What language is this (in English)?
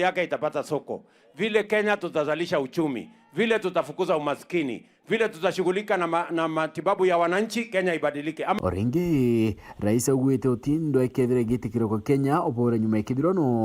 Meru